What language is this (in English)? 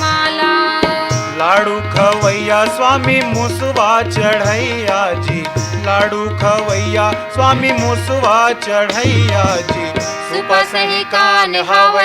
Chhattisgarhi